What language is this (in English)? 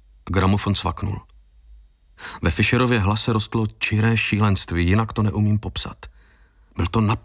Czech